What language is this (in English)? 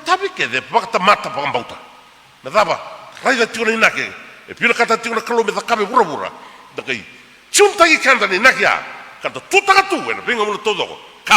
Fijian